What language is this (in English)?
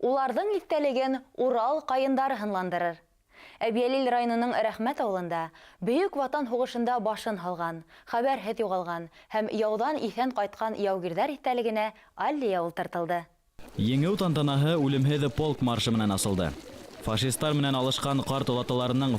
Bashkir